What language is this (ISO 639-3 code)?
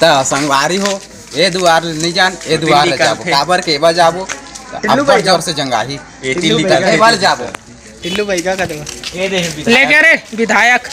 hne